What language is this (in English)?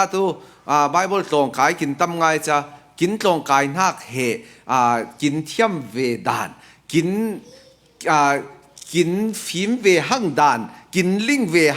Falam Chin